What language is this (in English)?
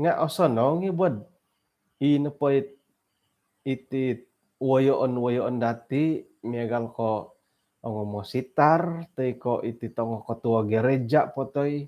Central Dusun